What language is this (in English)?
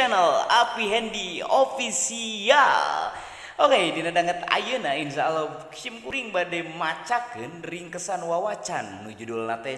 Sundanese